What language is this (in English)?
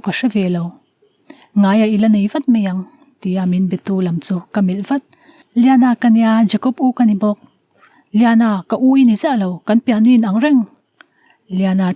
Mizo